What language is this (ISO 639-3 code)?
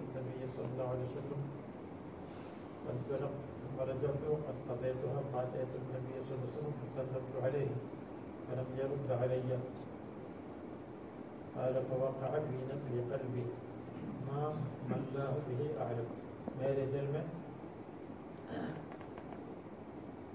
urd